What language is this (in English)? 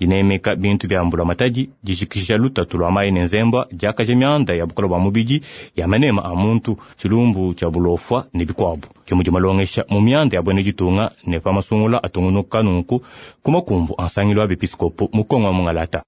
Luba-Lulua